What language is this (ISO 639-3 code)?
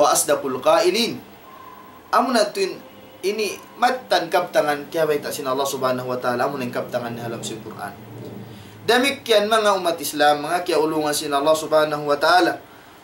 tsg